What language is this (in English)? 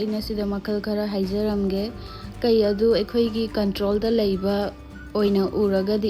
Manipuri